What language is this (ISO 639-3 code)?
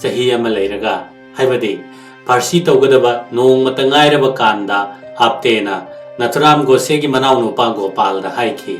mni